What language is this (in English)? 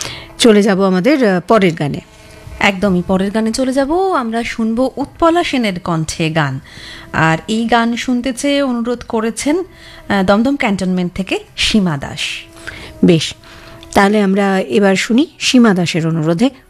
Bangla